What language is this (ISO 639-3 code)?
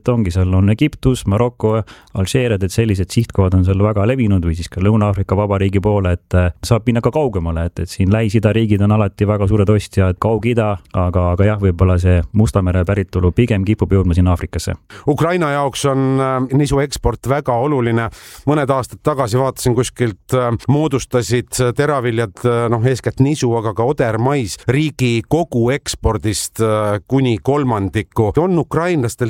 est